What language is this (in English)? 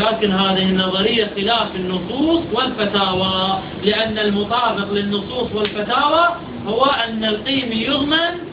Arabic